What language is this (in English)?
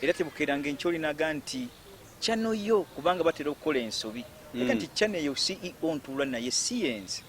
Ganda